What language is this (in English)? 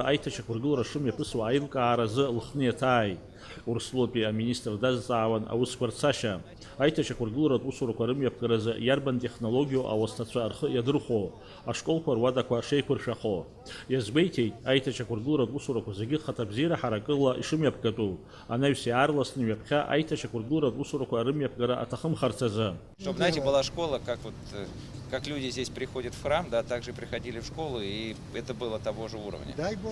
Abkhazian